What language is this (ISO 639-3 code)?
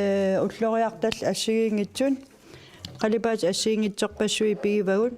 kal